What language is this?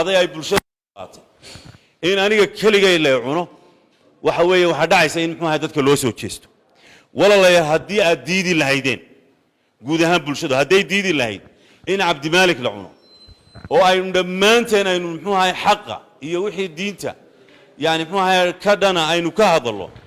Somali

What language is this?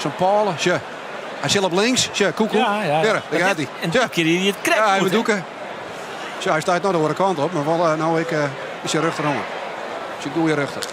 Western Frisian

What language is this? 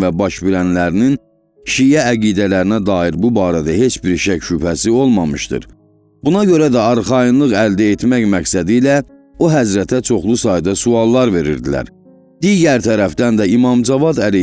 Azerbaijani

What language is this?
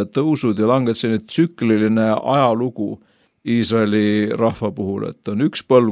Estonian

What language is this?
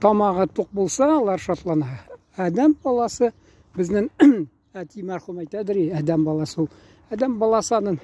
Tatar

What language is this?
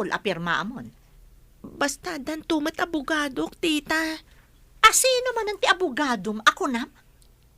Iloko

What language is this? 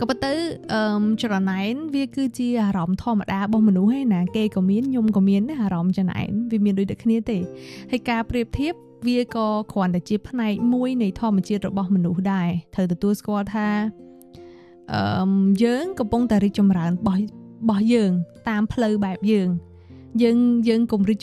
Khmer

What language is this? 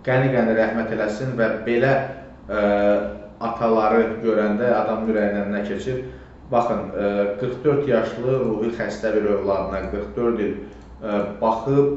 Azerbaijani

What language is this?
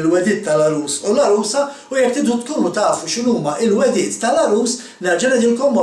Maltese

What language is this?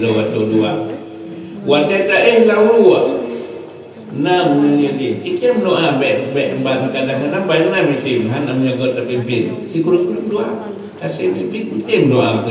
Achinese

